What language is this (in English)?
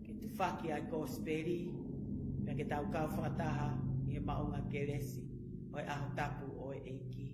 Tongan